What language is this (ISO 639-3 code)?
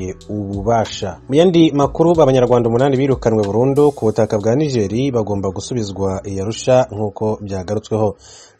kin